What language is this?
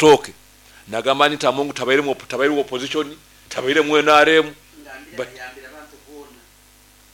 Nyoro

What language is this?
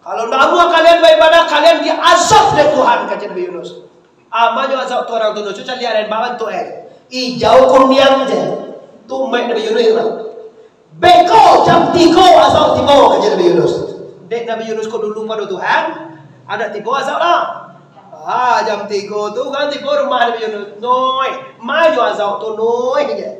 Minangkabau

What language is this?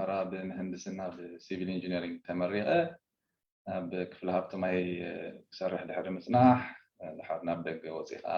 Tigrinya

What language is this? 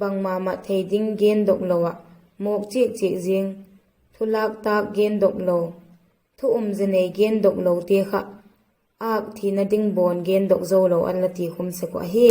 Vaiphei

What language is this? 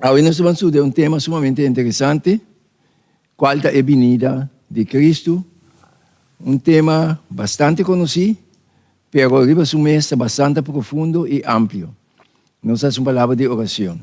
Papiamento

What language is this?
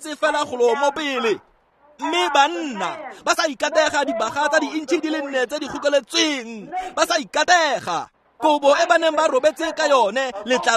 Tswana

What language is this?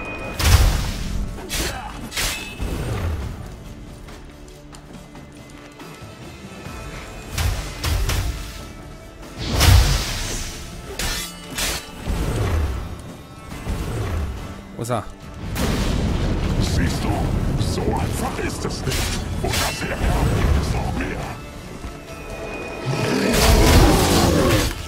German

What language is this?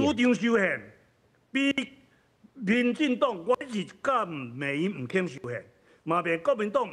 Min Nan Chinese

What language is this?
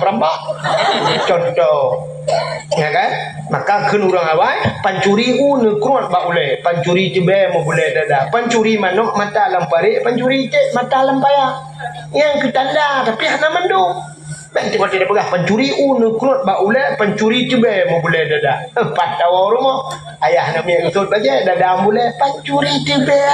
Achinese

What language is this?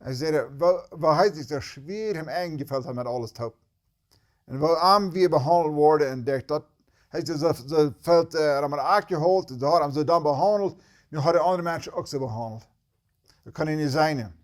Plautdietsch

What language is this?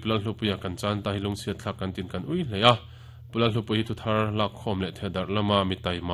Mizo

